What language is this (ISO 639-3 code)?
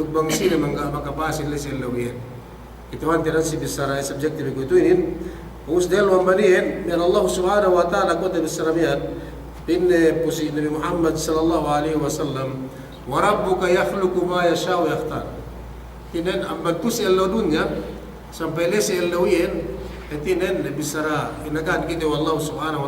yka